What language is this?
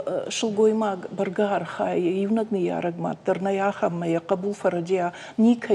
Ossetic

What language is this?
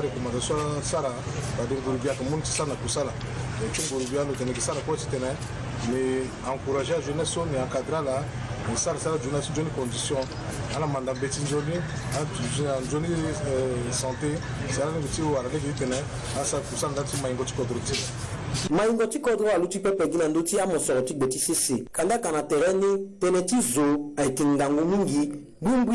Sango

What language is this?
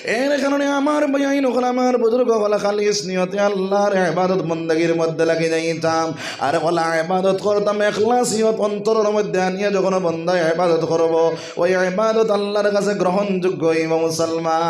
Sylheti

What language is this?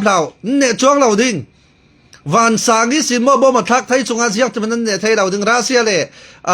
Falam Chin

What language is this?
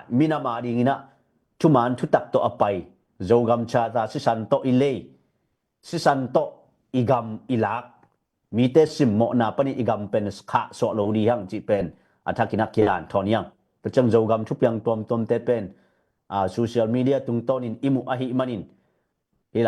Tedim Chin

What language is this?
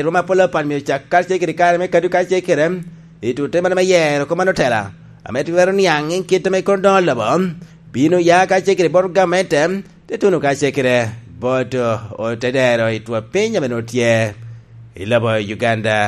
Lango (Uganda)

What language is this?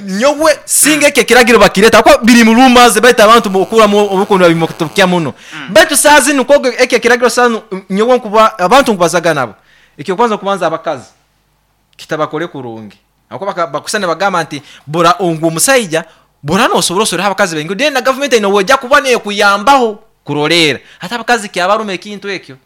Nyankole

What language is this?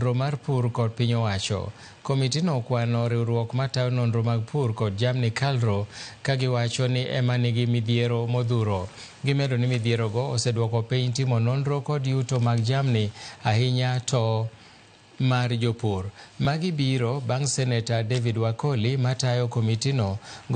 Luo (Kenya and Tanzania)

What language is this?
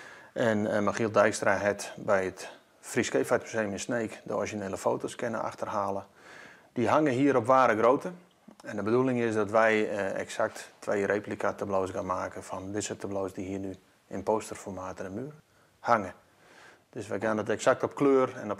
Western Frisian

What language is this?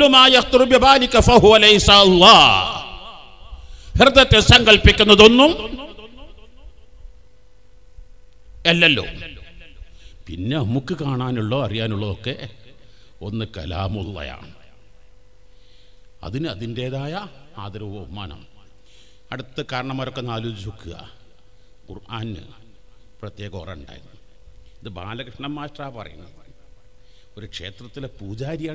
Malayalam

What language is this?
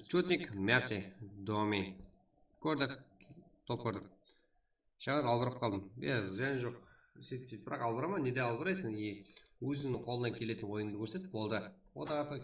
Kara-Kalpak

